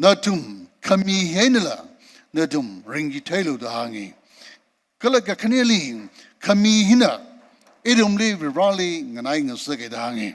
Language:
Tangkhul Naga (India)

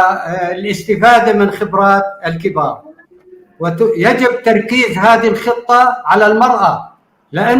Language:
North Levantine Arabic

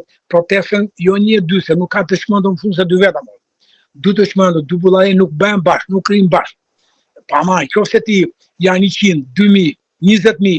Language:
Albanian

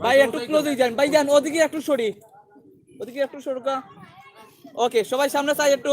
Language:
Sylheti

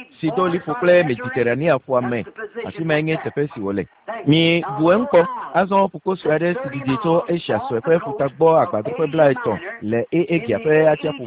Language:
Ewe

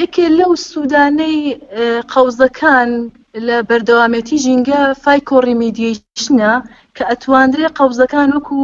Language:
Central Kurdish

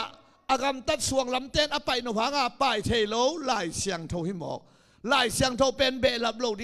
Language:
Tedim Chin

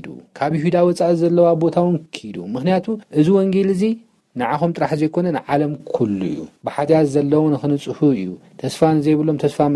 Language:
Tigrinya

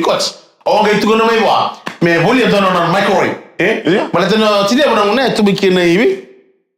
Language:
Fijian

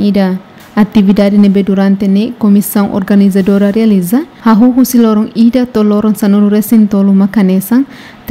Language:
Tetum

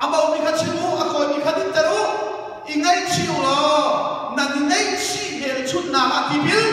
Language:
Hakha Chin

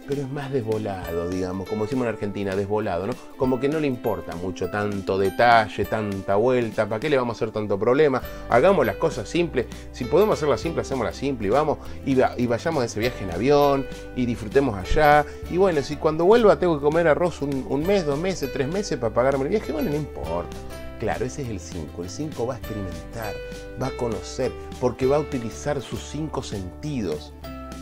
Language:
Spanish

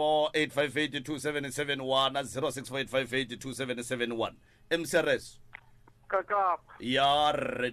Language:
Northern Sotho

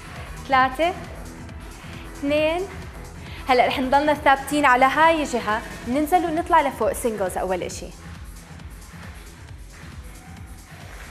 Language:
South Levantine Arabic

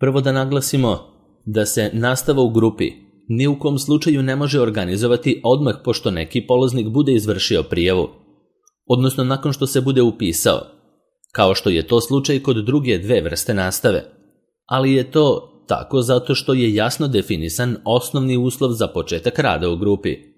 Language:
Serbian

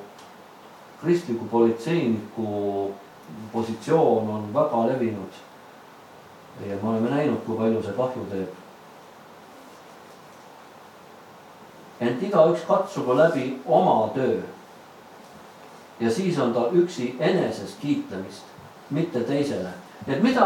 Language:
Estonian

